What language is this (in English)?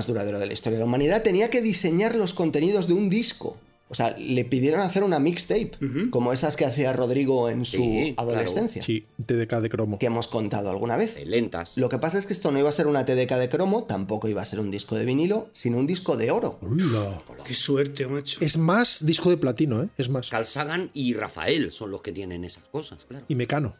Spanish